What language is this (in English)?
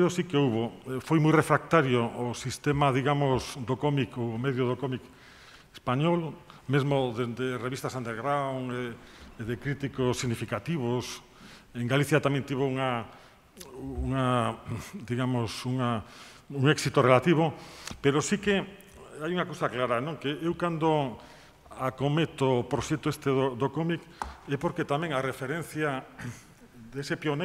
Galician